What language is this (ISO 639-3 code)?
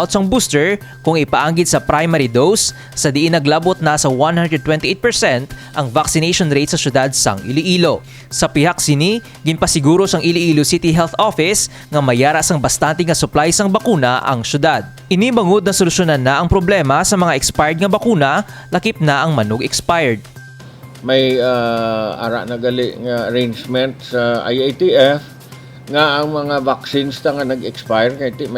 hil